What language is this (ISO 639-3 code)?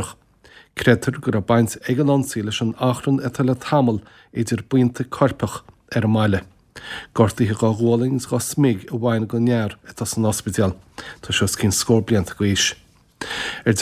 gle